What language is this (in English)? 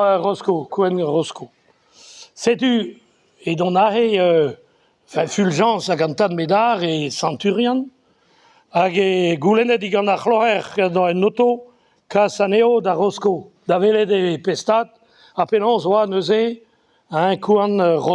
Breton